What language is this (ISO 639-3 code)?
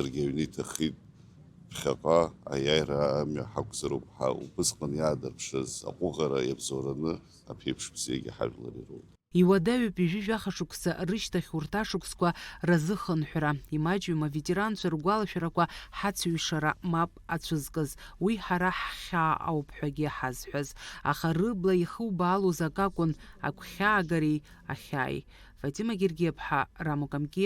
abk